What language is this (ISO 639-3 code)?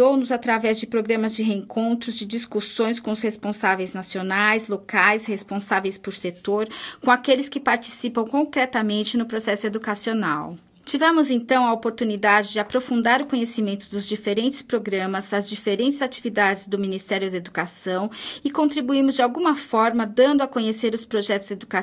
por